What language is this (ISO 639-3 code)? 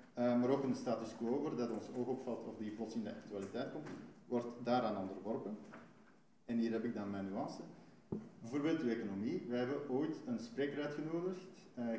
nld